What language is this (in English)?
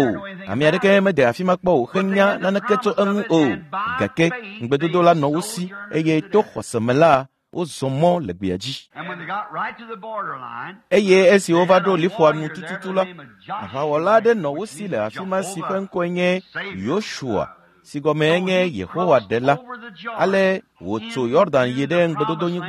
Ewe